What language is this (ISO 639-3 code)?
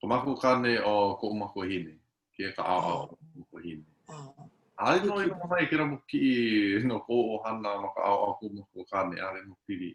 haw